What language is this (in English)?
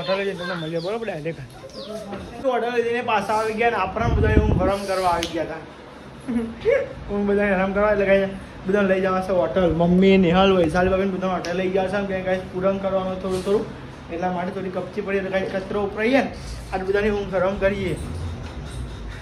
Gujarati